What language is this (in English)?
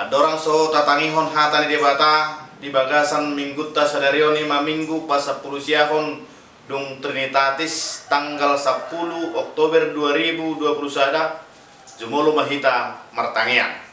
Batak Toba